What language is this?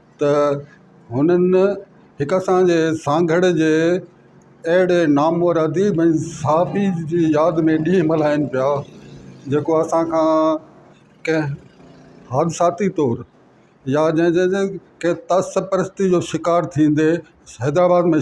Sindhi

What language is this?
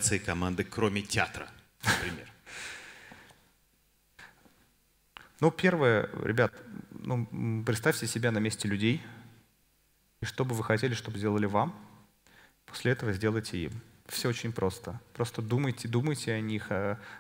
Russian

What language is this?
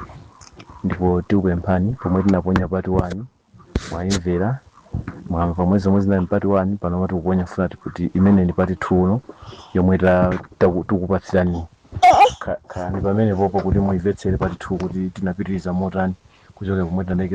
Nyanja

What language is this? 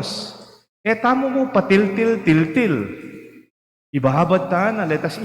Pampanga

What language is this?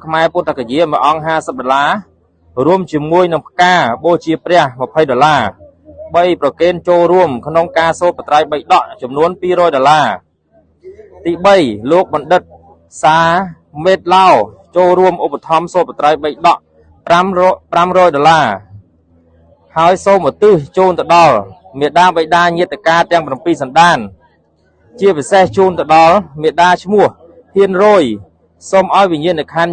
Khmer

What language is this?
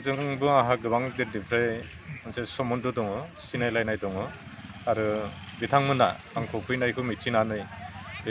Bodo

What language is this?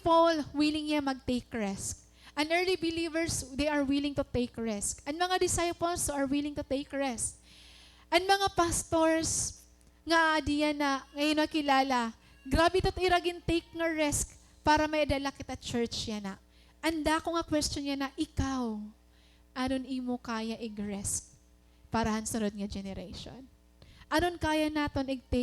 Waray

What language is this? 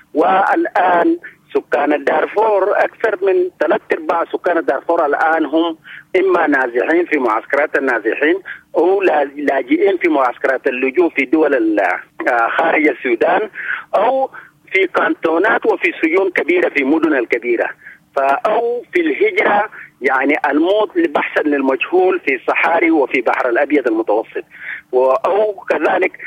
Sudanese Arabic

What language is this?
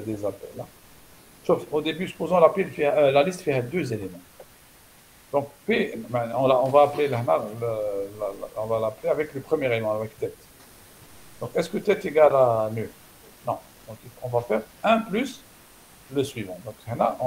French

